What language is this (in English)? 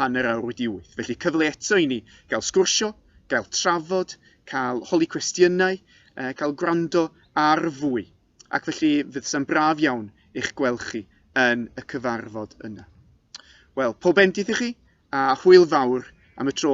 Welsh